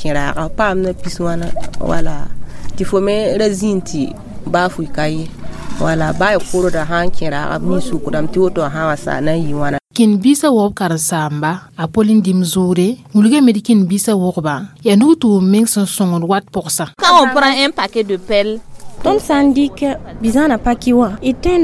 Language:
Mossi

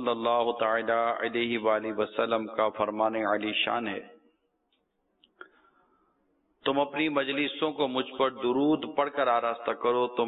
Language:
Urdu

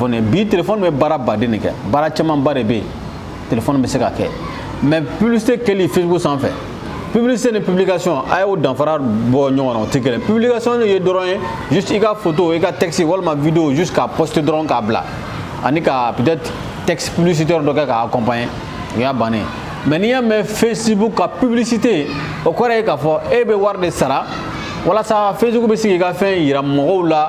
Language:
Bambara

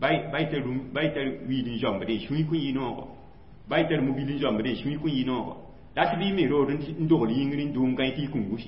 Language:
Mossi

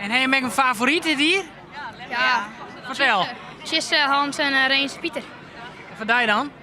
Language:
Western Frisian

